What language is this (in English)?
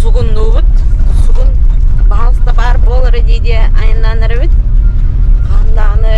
Yakut